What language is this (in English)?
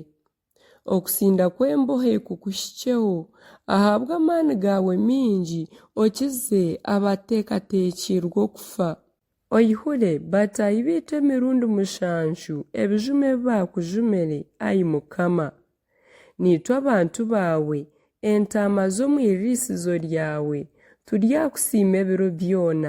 Nyankole